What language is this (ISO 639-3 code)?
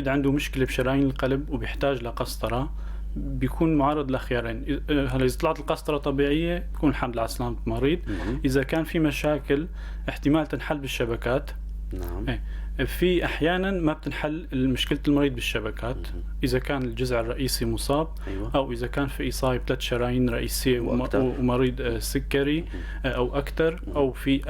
apc